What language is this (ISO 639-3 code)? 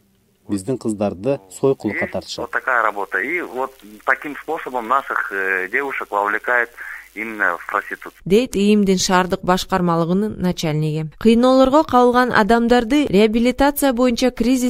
kir